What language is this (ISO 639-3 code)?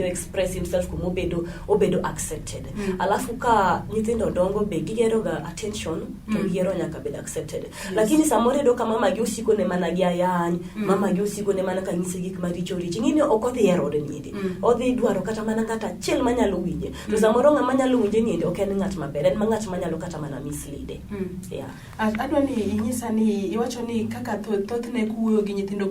luo